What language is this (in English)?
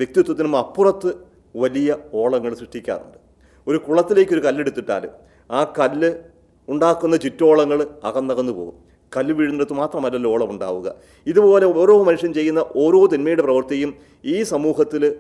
Malayalam